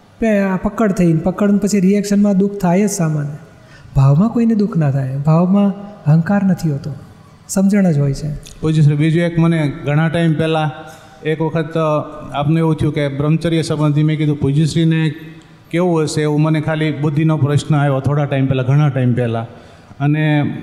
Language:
Gujarati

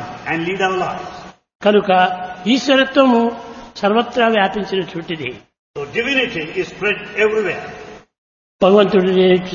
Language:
Telugu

